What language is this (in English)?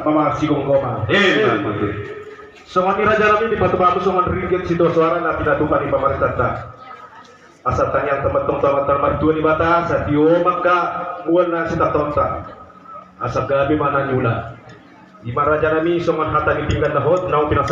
Batak Toba